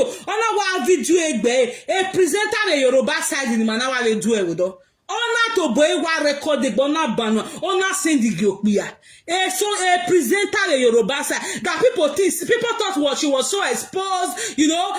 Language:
Nigerian Pidgin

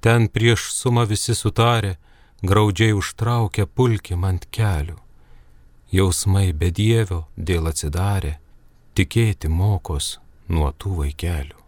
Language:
Lithuanian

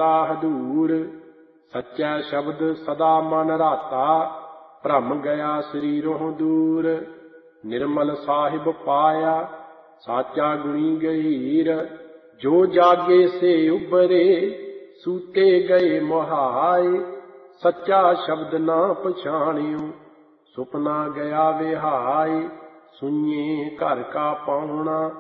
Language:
Punjabi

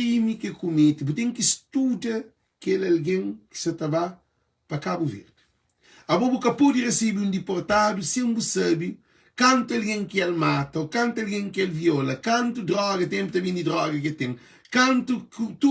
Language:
Kabuverdianu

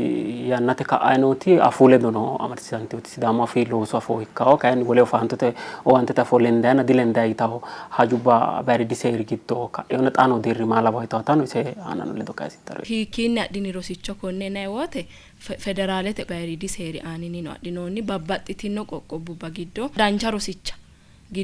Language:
Sidamo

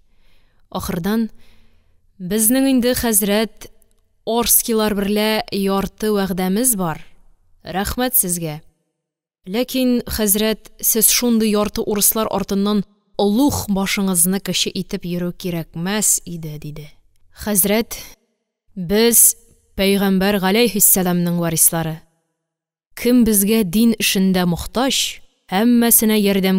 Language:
Tatar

